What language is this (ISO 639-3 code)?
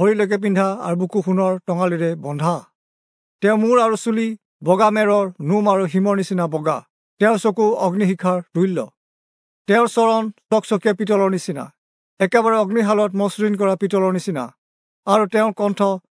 asm